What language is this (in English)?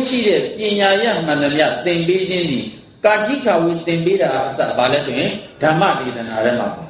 Burmese